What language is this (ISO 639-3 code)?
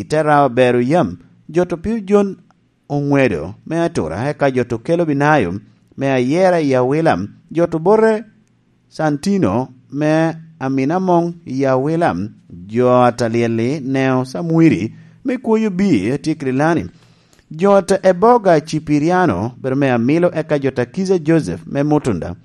laj